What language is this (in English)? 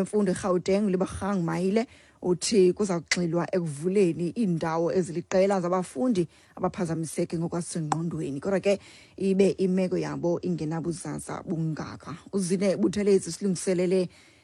Xhosa